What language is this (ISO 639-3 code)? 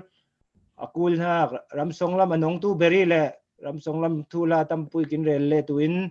cfm